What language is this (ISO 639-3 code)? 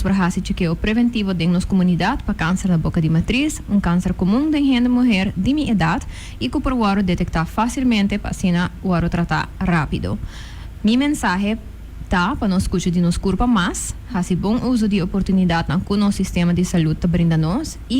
pap